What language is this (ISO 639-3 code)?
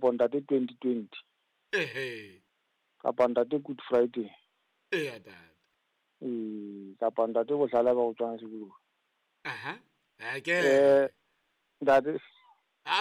sot